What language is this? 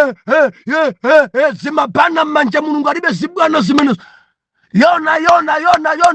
Nyanja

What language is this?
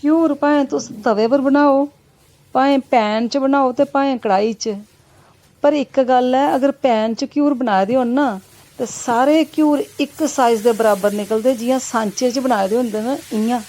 Dogri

